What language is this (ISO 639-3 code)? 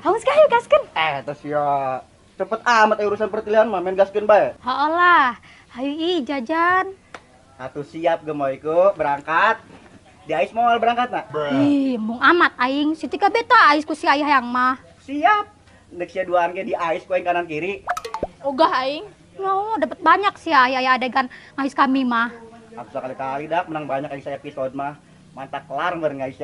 sun